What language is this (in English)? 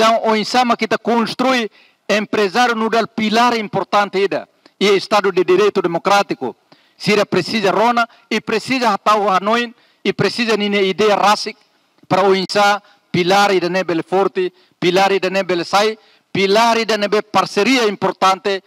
Tetum